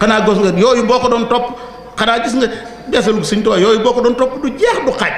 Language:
Wolof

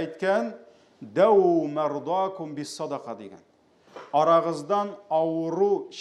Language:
Tatar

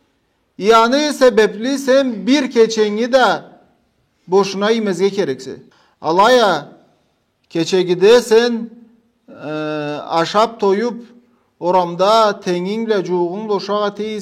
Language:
Karachay-Balkar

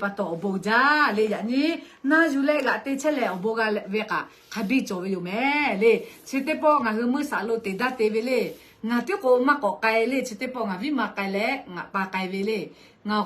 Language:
Lahu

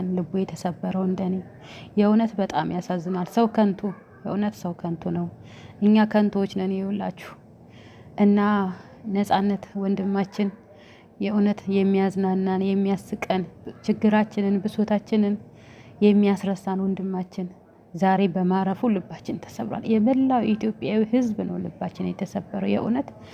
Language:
Amharic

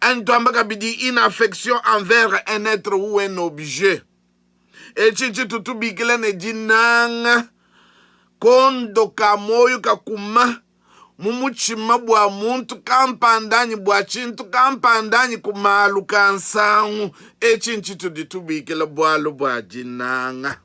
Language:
Luba-Lulua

